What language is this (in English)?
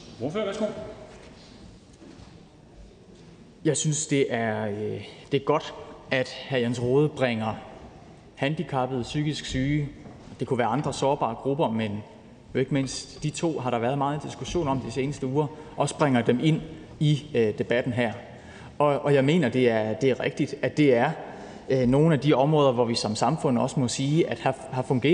Danish